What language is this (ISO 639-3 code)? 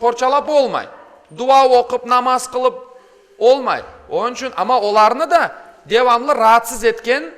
crh